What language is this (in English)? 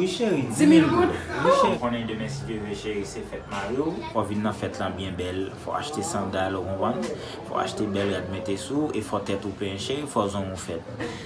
Haitian Creole